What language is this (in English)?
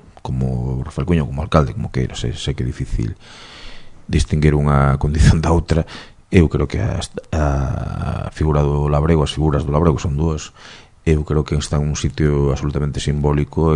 Galician